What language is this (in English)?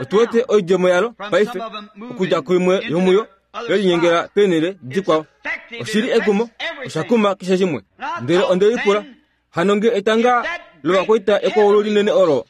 Kuanyama